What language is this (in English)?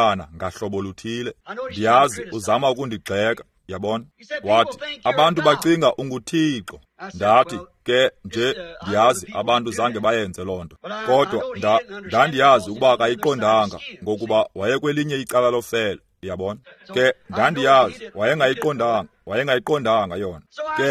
Xhosa